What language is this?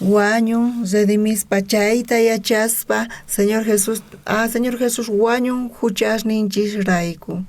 South Bolivian Quechua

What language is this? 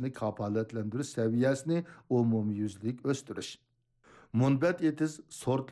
Uyghur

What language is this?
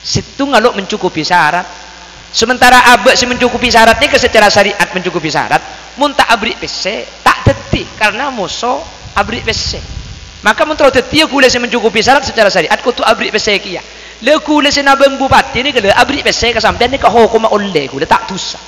Madurese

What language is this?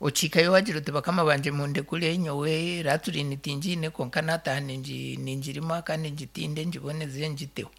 Nyankole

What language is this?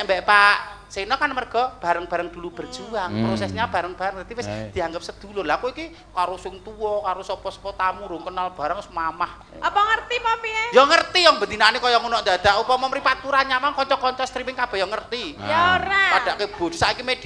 Javanese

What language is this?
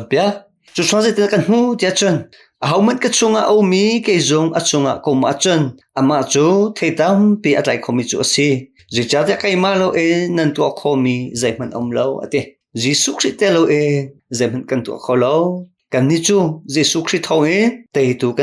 Hakha Chin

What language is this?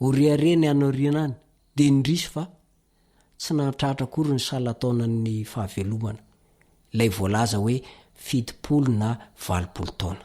Malagasy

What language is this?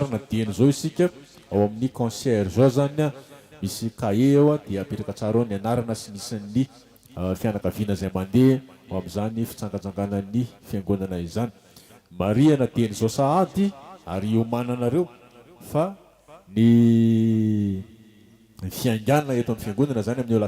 Malagasy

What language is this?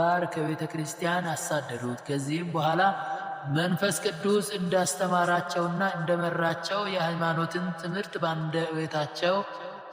Amharic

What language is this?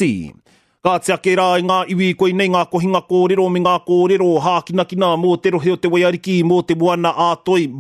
Māori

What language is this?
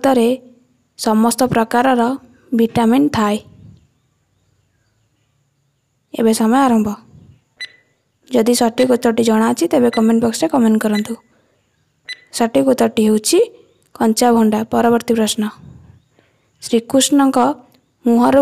Odia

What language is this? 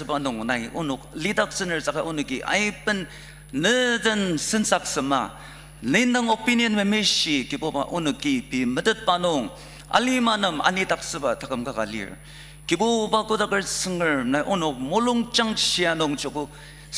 Ao Naga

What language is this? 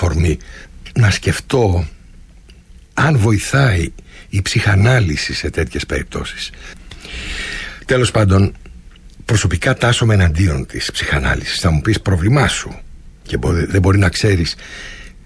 Greek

